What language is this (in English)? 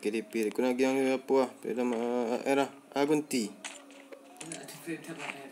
Minangkabau